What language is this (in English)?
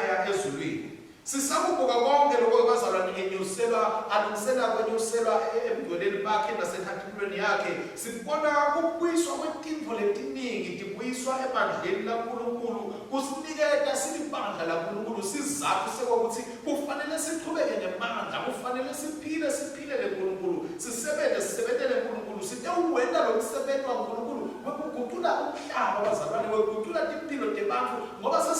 Swati